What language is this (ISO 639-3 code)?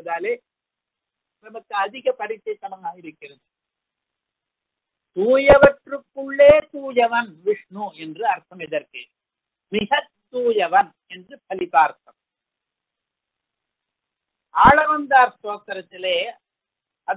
tam